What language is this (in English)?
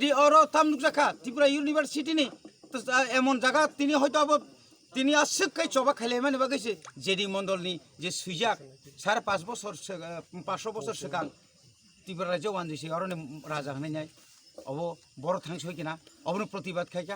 Kok Borok